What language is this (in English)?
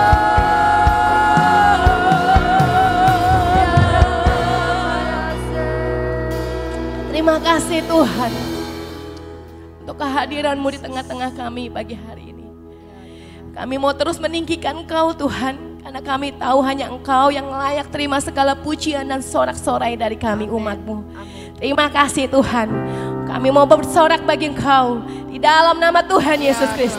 Indonesian